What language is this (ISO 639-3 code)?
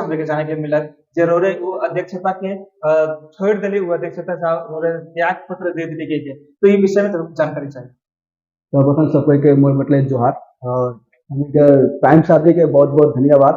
sck